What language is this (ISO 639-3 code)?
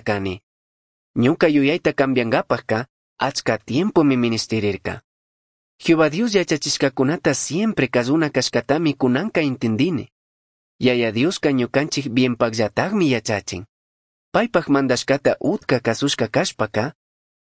qug